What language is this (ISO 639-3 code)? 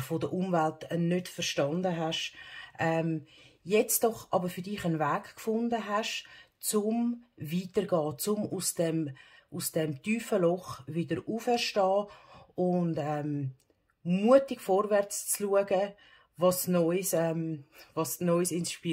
gsw